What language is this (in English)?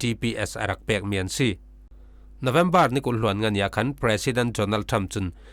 Falam Chin